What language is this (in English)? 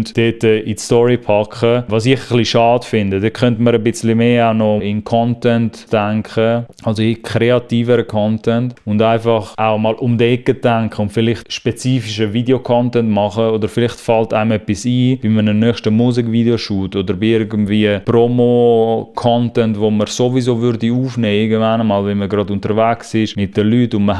Swiss German